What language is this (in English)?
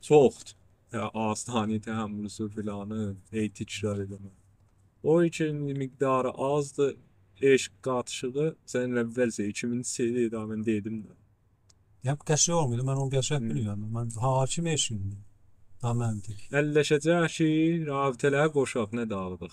South Azerbaijani